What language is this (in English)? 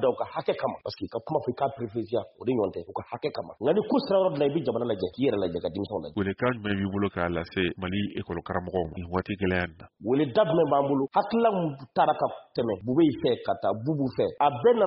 Bambara